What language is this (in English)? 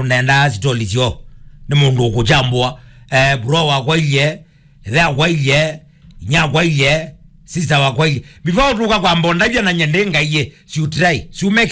Kamba